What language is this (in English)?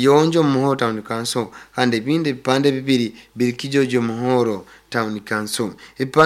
Nyoro